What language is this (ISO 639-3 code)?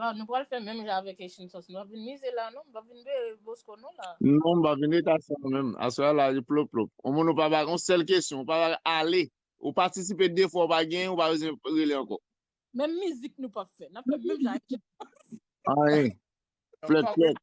hat